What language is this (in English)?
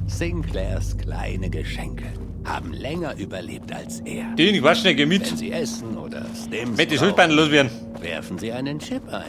Bavarian